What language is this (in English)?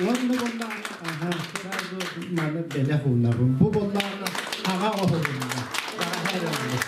Yakut